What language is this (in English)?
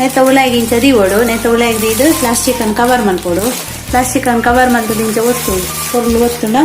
Tulu